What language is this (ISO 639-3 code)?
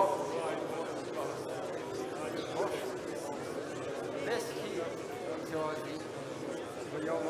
ukr